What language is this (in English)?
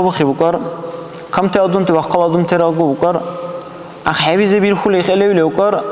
Dargwa